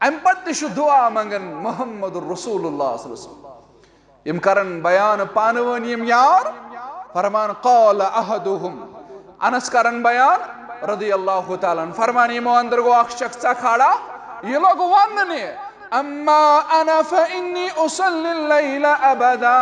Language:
Kashmiri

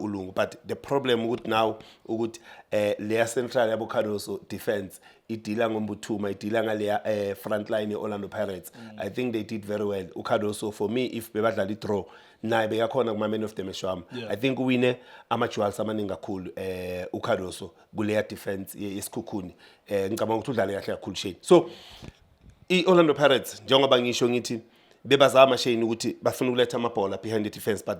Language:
Zulu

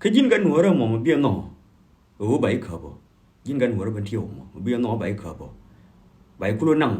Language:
Nuer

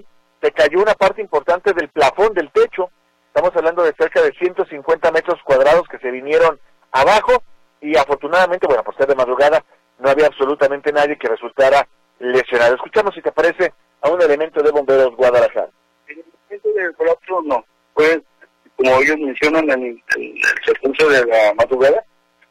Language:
Spanish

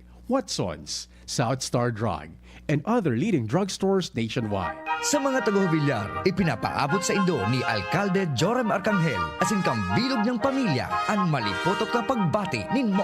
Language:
Bikol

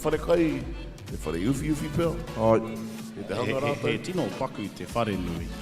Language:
Māori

